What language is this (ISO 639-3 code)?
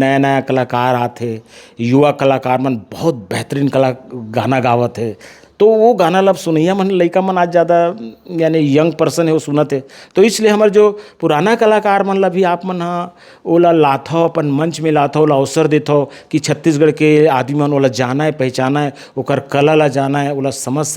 hne